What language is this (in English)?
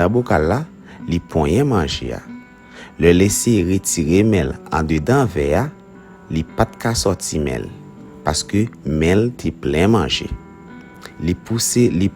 Haitian Creole